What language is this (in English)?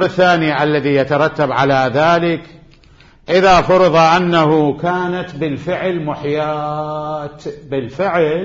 Mesopotamian Arabic